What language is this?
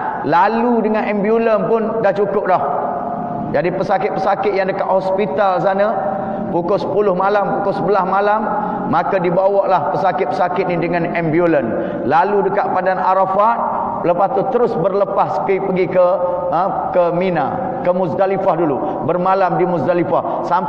Malay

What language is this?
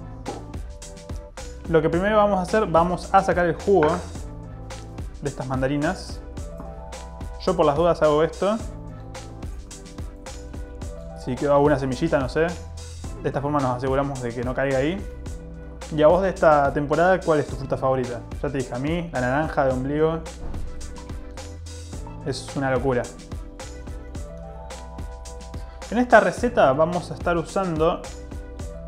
Spanish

